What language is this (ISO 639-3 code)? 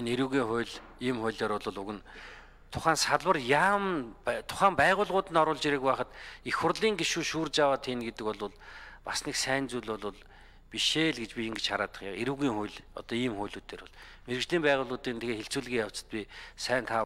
mon